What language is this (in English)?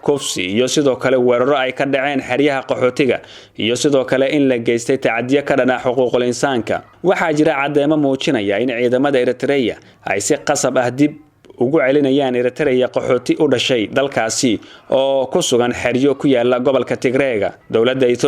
Somali